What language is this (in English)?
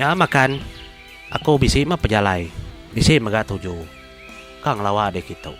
Iban